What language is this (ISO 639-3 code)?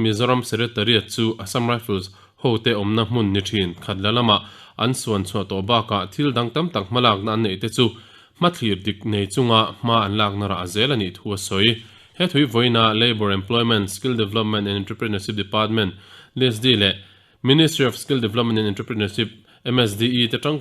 lus